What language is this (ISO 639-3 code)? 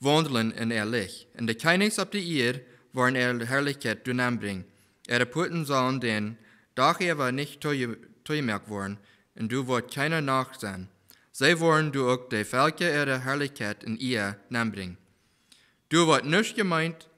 pdt